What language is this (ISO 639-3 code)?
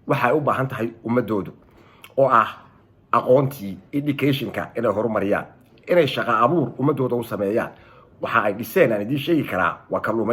som